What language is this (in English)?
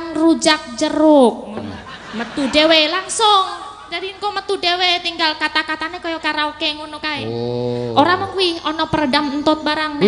Javanese